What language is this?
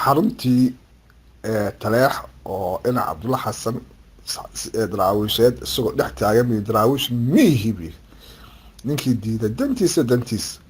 Somali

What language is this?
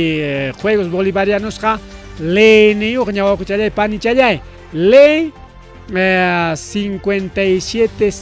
Ayacucho Quechua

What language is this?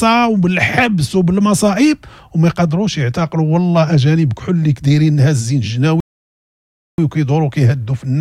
Moroccan Arabic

